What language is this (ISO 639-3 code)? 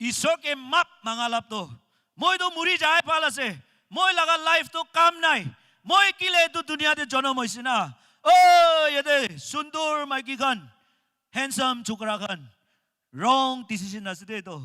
nag